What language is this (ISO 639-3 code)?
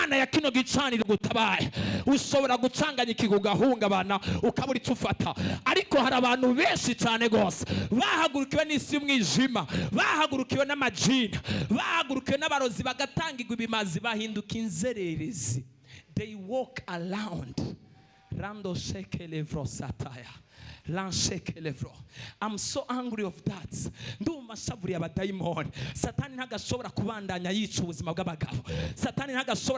run